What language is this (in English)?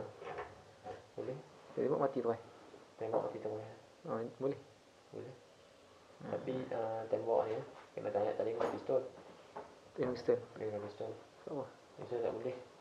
Malay